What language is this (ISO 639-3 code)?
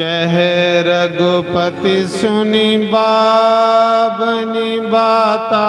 doi